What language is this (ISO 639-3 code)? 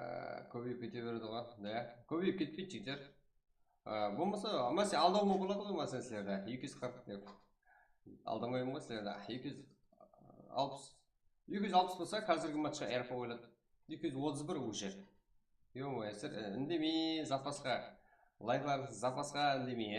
kaa